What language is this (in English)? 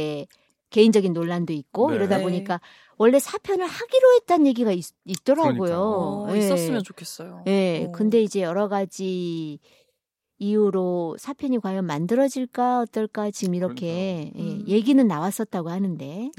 Korean